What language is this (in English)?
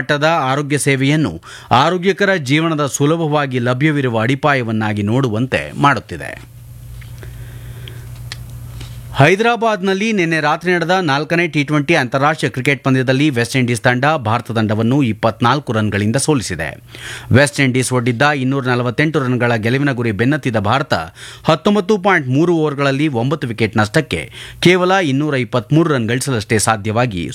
Kannada